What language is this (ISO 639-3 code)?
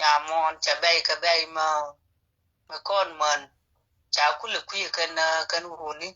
nus